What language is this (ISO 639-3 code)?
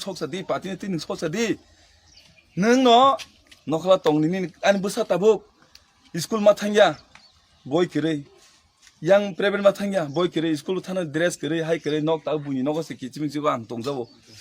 trp